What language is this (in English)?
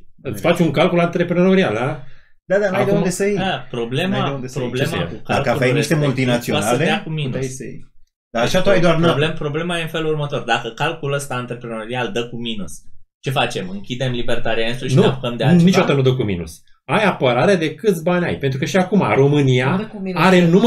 Romanian